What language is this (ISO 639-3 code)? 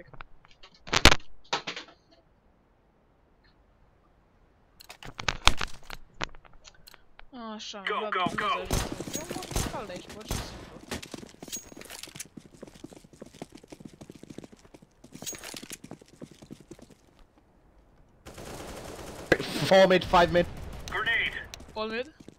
ron